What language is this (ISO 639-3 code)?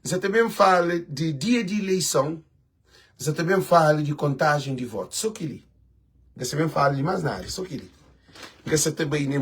kea